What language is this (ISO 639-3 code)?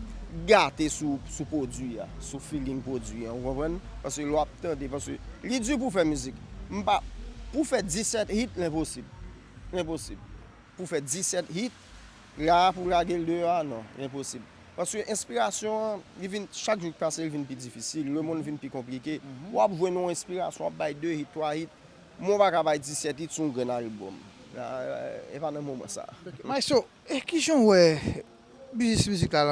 hat